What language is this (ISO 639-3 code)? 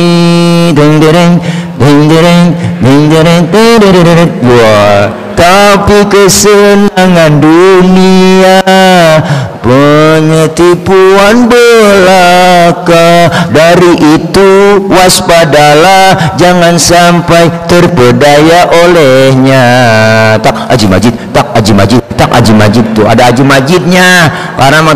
bew